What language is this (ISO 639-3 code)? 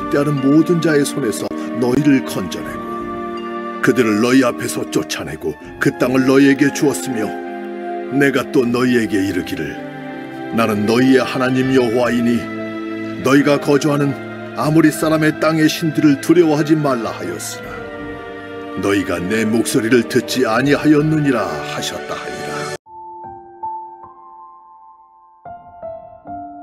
kor